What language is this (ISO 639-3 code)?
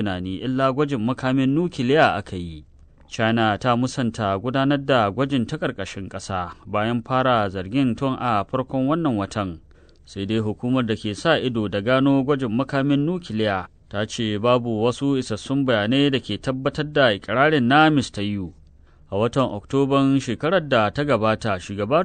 hau